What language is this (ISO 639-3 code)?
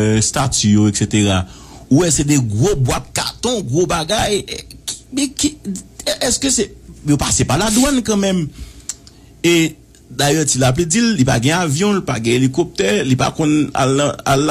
hat